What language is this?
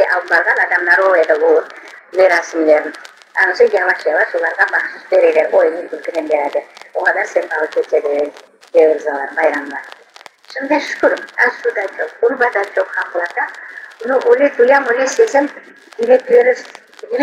Crimean Tatar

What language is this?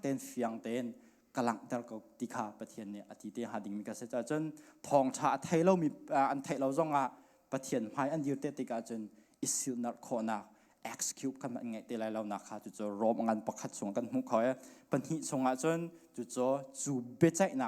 Hakha Chin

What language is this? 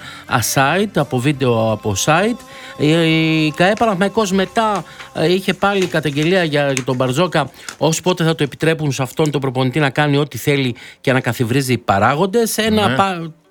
Greek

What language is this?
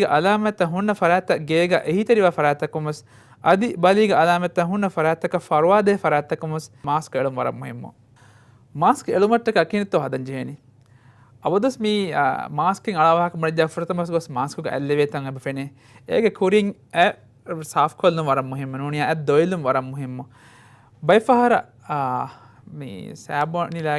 Divehi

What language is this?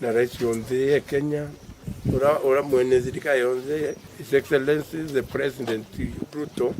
Meru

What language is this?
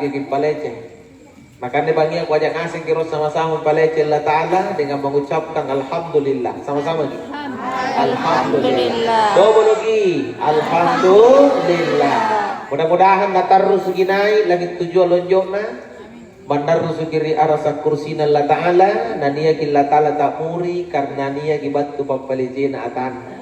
Makasar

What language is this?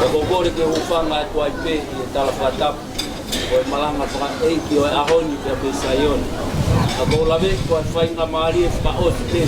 Tongan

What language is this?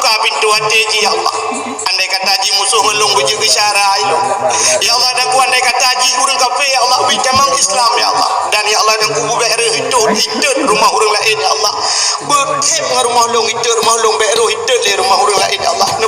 Achinese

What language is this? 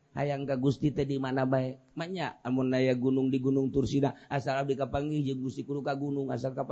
Sundanese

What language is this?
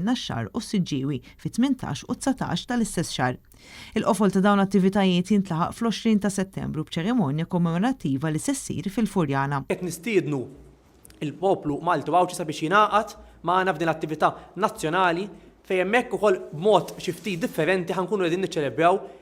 Maltese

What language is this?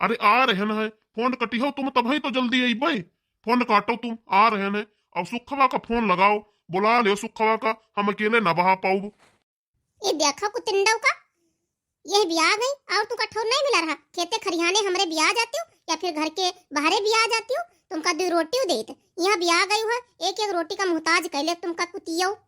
Awadhi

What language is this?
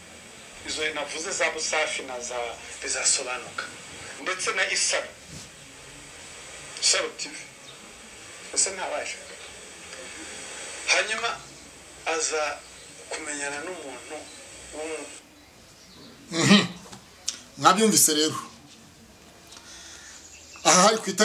Kinyarwanda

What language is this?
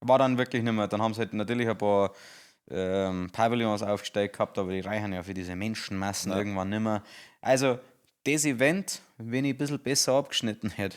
Bavarian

